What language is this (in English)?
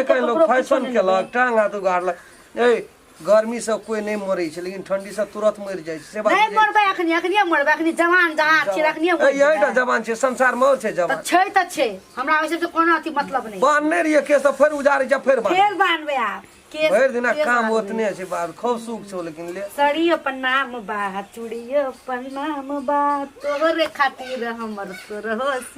Maithili